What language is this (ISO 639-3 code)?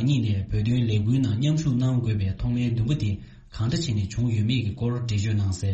bod